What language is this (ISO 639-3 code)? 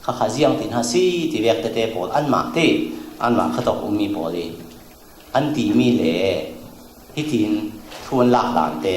cfm